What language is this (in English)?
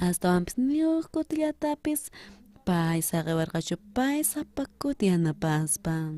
South Bolivian Quechua